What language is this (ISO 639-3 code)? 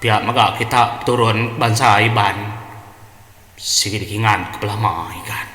iba